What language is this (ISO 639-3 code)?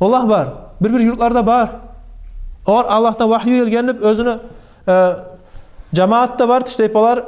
kum